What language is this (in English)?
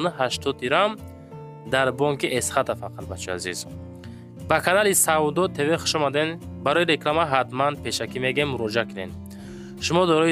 Tajik